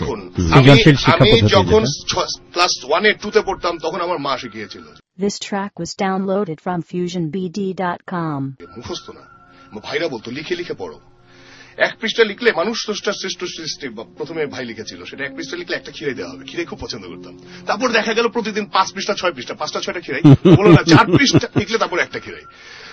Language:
Bangla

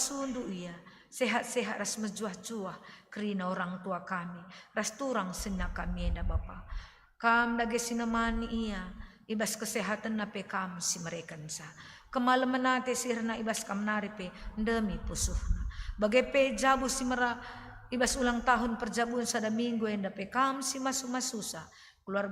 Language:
Batak Karo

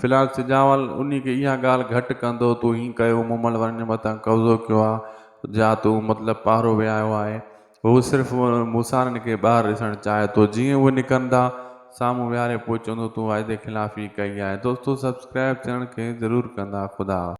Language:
Sindhi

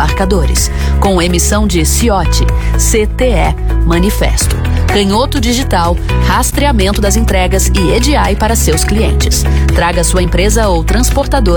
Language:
Portuguese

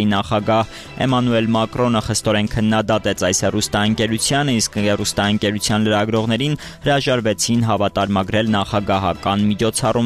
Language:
Armenian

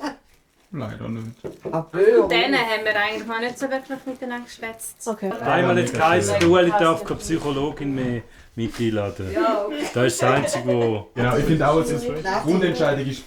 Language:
Swiss German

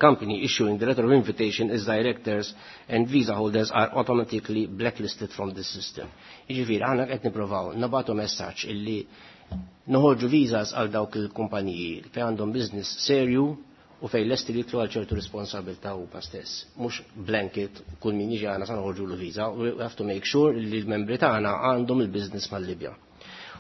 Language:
Maltese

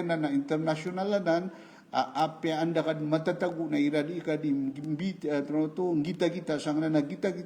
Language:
Maranao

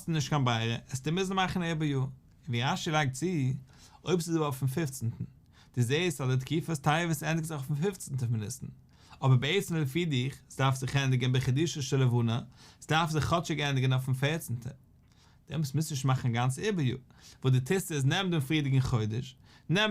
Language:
Yiddish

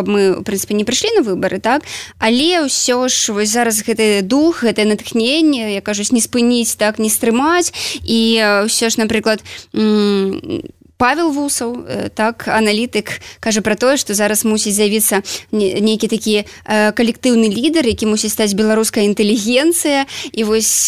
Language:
Belarusian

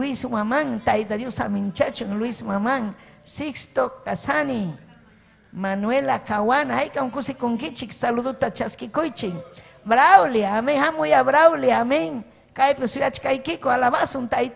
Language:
Ayacucho Quechua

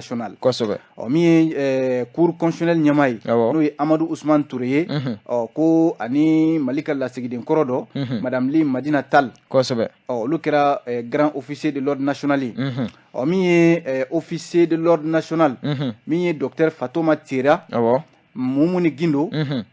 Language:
Bambara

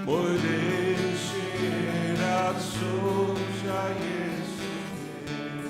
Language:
Faroese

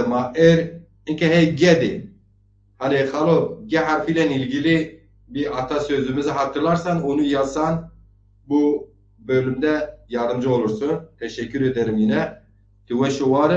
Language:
Zaza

